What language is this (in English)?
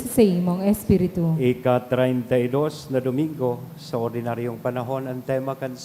Bikol